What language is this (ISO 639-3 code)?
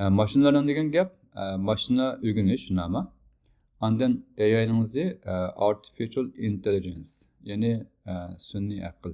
uzb